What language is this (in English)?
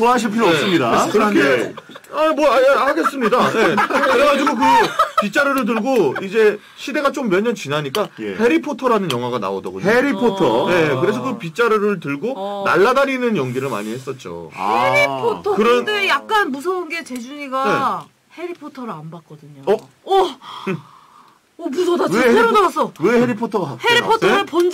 Korean